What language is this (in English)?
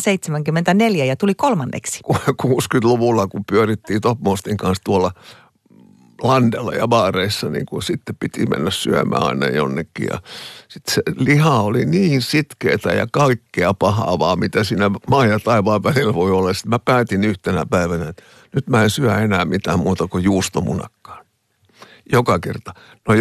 Finnish